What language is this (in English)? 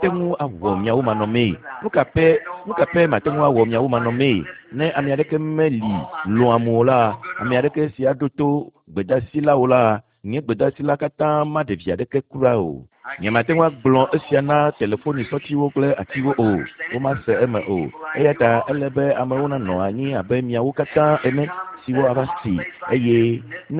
Ewe